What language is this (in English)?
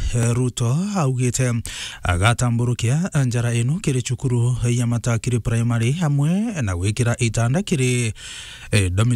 Meru